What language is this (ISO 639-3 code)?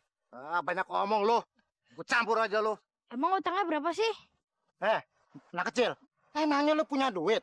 bew